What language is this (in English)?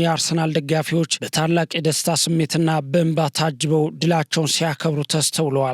Amharic